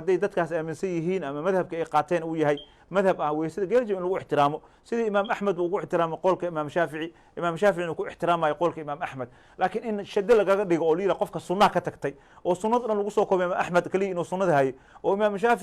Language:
Somali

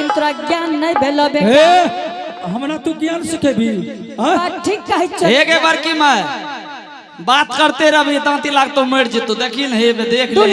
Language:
Angika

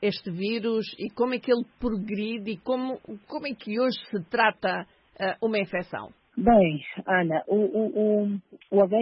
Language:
Portuguese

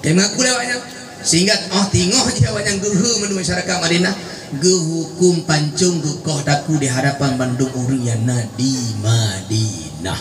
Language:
Achinese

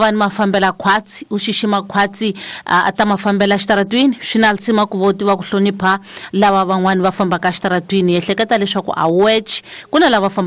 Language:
Tsonga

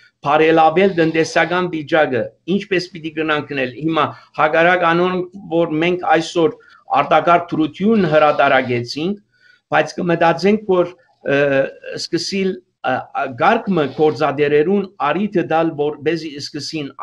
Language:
Armenian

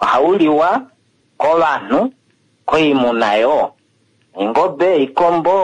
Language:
Kuanyama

